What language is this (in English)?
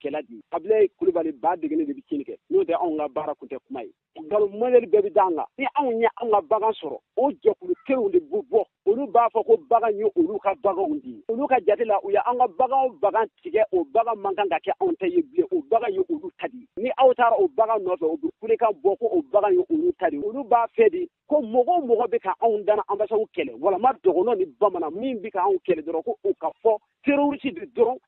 Bambara